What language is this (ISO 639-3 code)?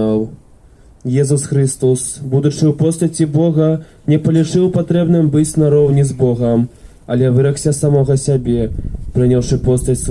bel